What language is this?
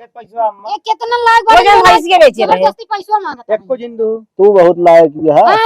Awadhi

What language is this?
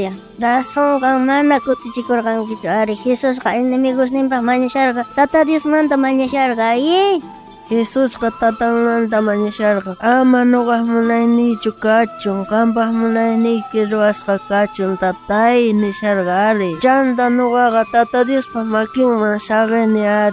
South Bolivian Quechua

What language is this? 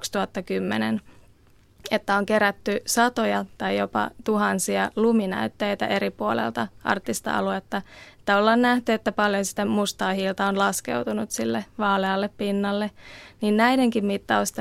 Finnish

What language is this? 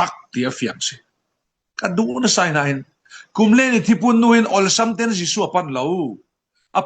Falam Chin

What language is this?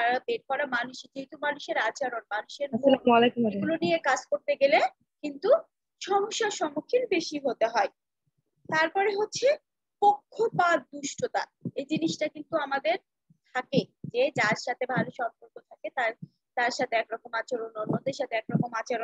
Bangla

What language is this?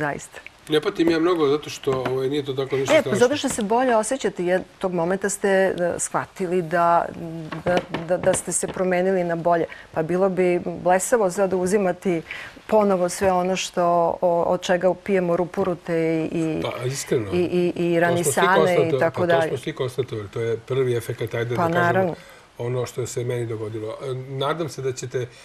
Serbian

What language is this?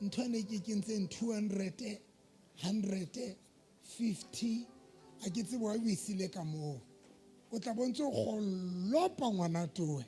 Southern Sotho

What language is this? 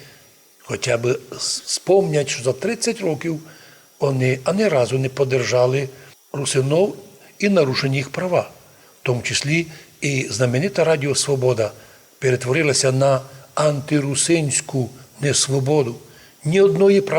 Rusyn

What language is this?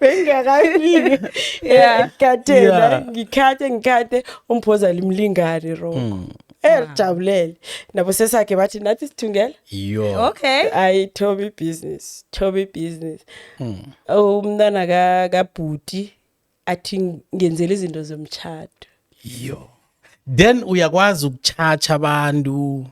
South Ndebele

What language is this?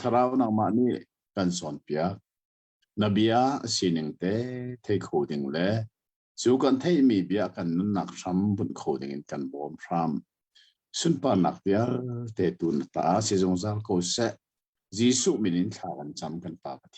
Hakha Chin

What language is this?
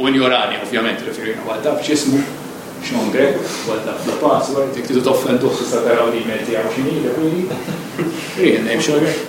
Maltese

